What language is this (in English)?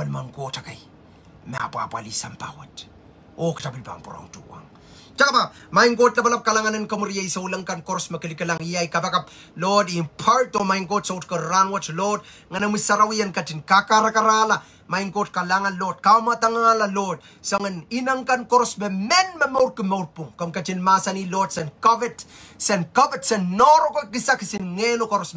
Pohnpeian